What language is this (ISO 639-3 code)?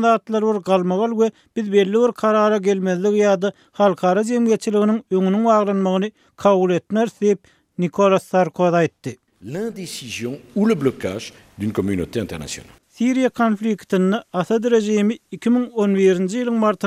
tuk